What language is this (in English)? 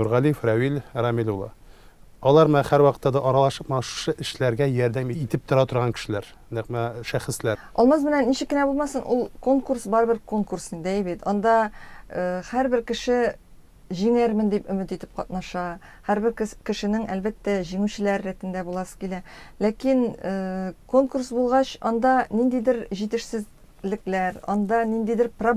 Tatar